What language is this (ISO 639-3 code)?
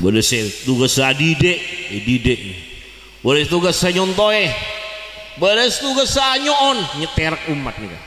mad